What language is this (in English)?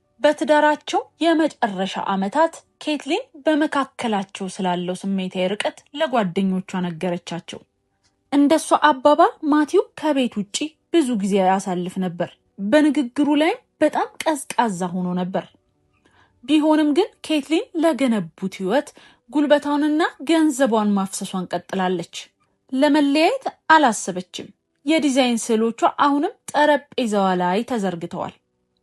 Amharic